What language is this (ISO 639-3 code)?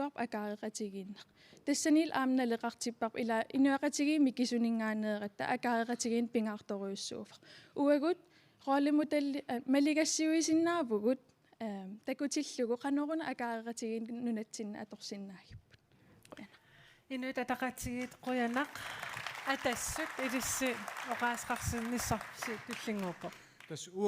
kal